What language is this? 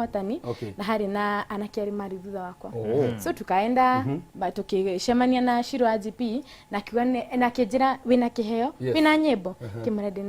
Kikuyu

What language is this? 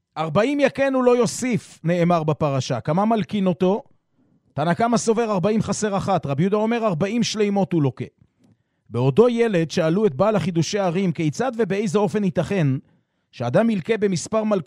Hebrew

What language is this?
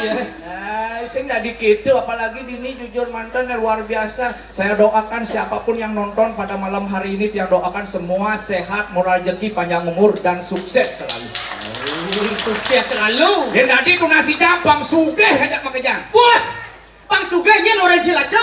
Balinese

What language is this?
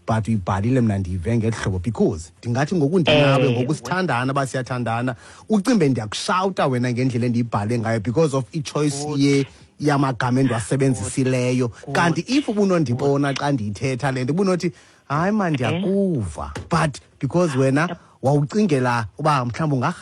Xhosa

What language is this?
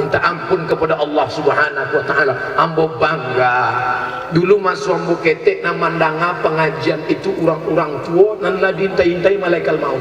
Minangkabau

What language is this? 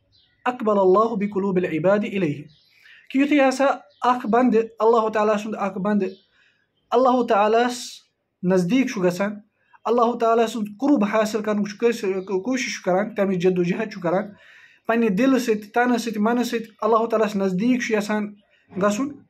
Kashmiri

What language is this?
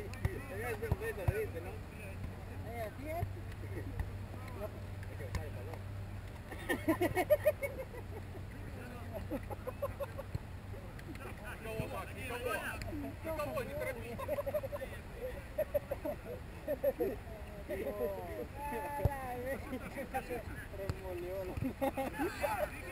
Russian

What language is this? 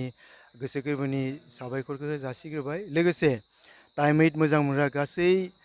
Bodo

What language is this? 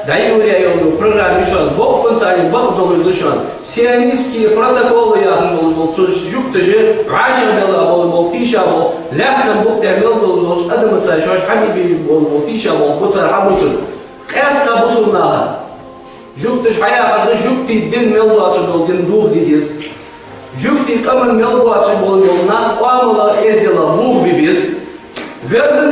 Ingush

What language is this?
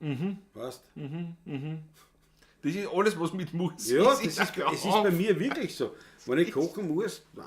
Bavarian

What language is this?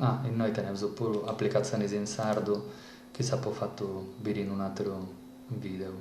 Sardinian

